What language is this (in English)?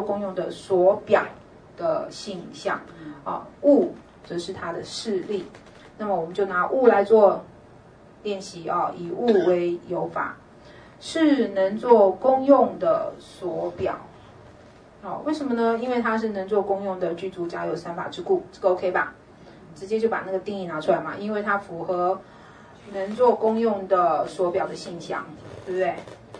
Chinese